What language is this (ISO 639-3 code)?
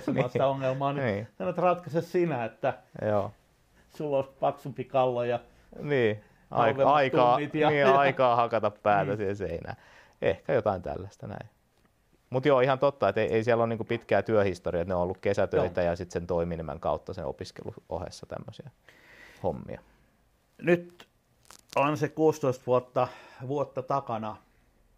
fin